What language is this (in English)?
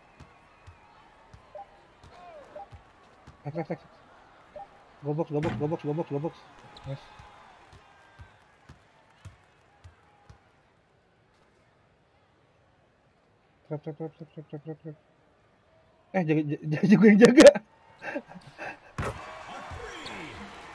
Indonesian